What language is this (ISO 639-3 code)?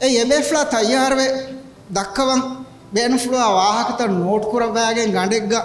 div